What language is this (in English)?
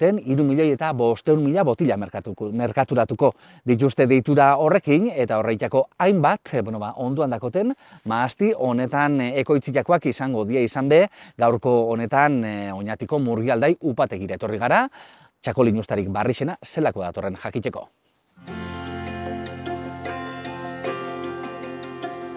Basque